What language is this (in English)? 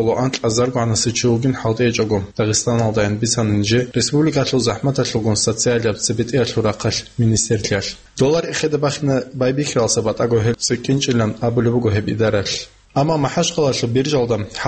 Avaric